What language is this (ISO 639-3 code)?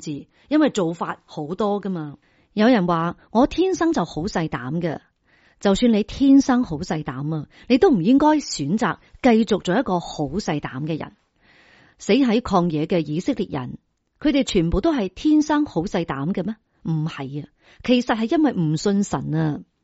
yue